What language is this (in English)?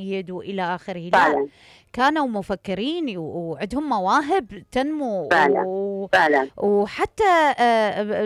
Mesopotamian Arabic